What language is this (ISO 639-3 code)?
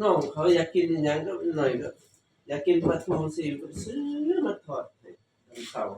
lao